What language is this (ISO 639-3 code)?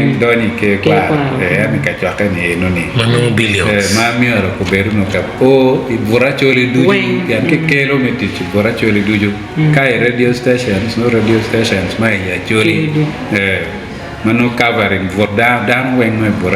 ach